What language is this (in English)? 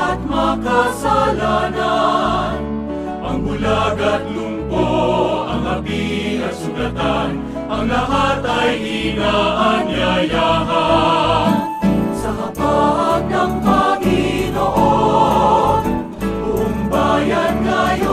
Filipino